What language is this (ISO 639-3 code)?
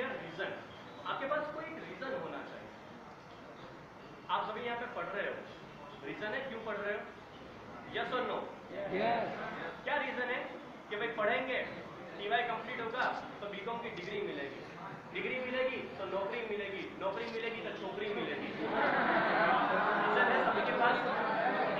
hin